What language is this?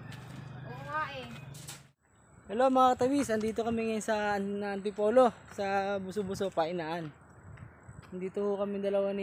Filipino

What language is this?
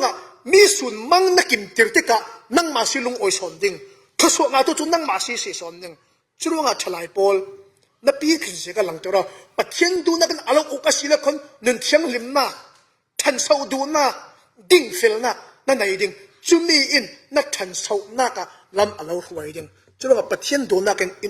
Falam Chin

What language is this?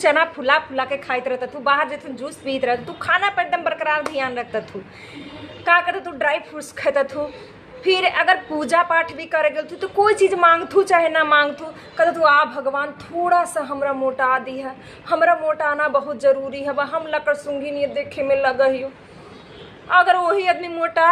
Magahi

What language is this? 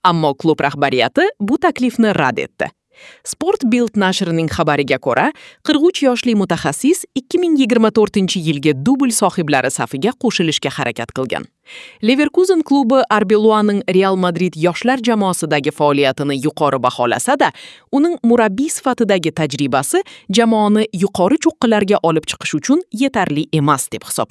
Uzbek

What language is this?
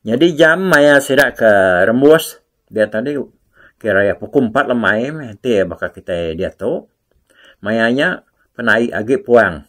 Iban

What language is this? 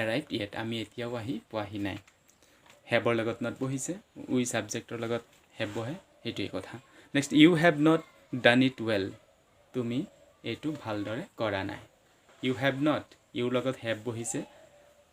Assamese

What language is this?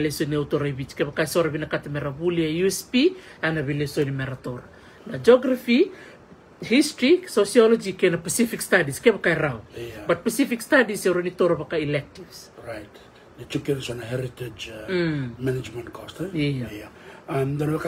Fijian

